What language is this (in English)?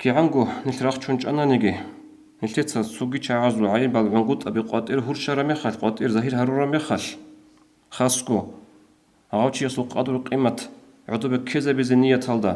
Avaric